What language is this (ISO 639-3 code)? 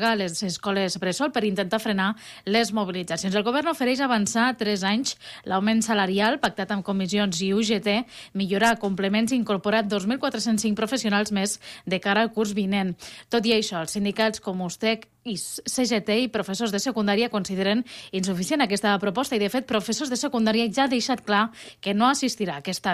cat